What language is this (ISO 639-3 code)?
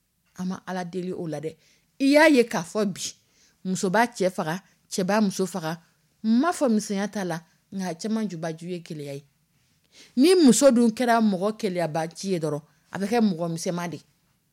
dyu